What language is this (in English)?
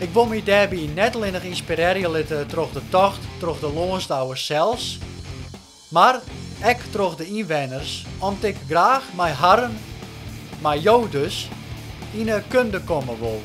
Western Frisian